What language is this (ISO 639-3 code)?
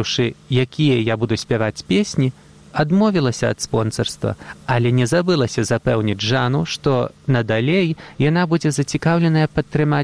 bel